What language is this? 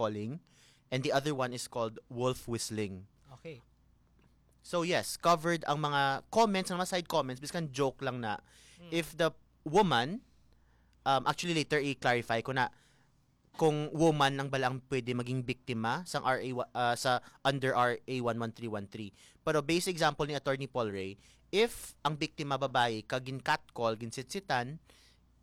Hiligaynon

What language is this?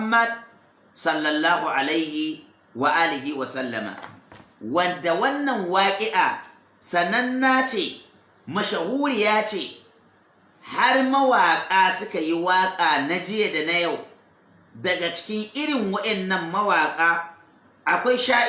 Hausa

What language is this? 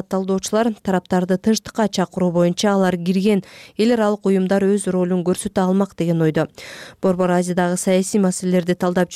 Kyrgyz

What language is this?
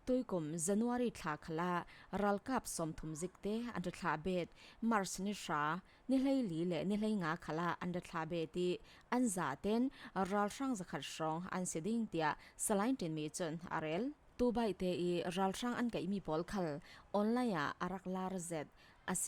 Falam Chin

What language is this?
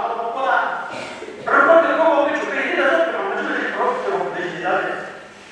Chokri Naga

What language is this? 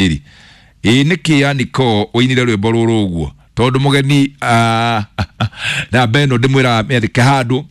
Kikuyu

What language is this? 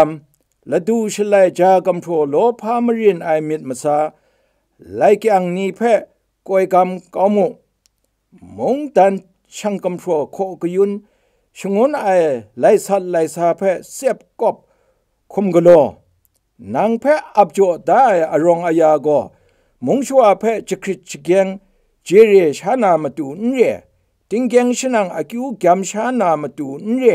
Kachin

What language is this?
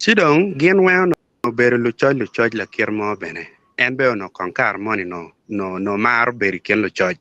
Acoli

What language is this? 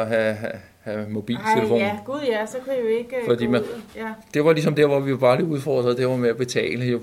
Danish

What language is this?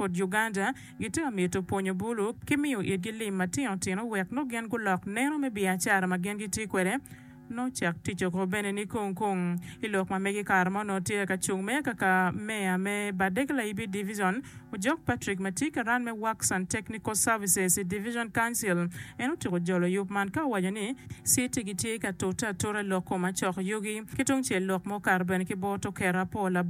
Acoli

